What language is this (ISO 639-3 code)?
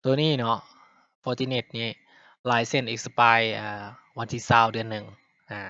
lao